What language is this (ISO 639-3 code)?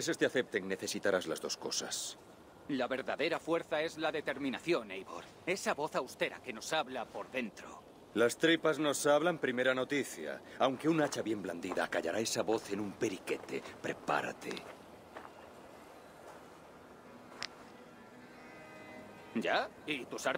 spa